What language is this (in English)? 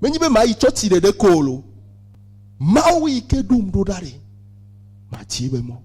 Ewe